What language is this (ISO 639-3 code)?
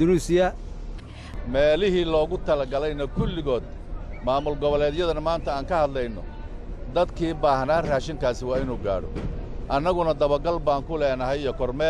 som